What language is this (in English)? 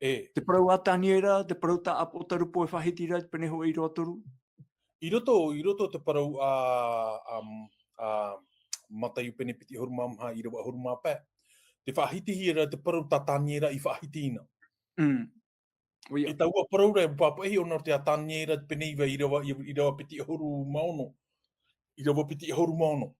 Tahitian